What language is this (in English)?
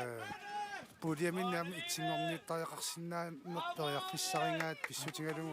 Kalaallisut